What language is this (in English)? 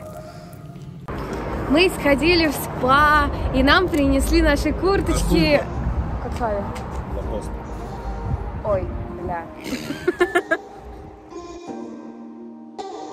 Russian